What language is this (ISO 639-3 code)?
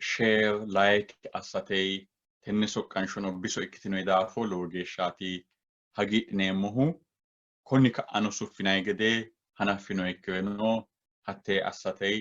sid